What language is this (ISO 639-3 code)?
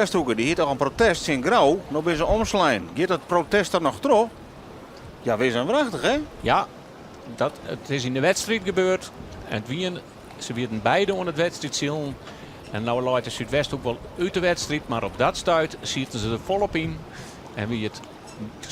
fry